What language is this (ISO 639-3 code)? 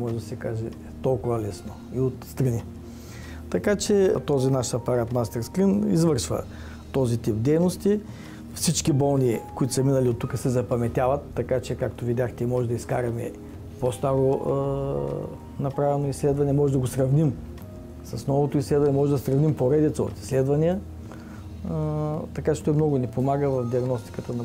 bul